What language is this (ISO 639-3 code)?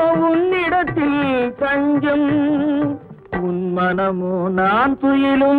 tam